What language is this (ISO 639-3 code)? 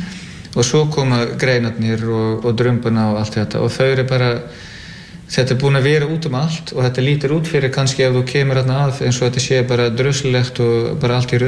isl